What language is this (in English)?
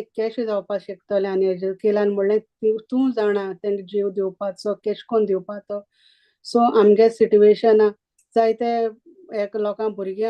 Konkani